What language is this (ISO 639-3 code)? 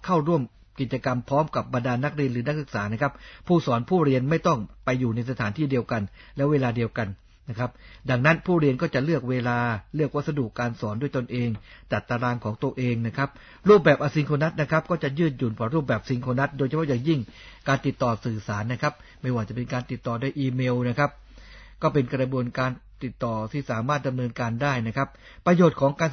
tha